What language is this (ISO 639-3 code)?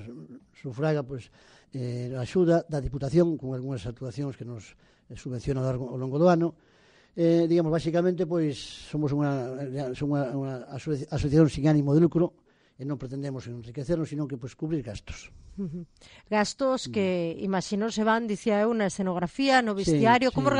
glg